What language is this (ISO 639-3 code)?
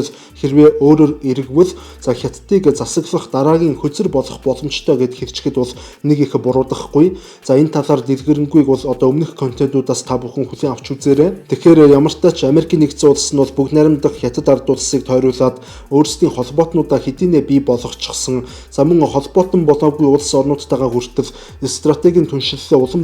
mon